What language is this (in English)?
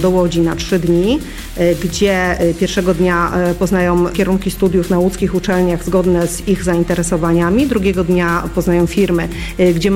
Polish